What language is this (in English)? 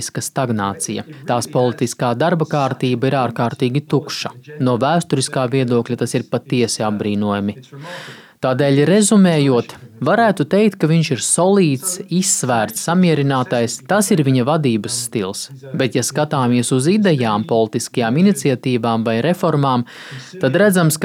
Latvian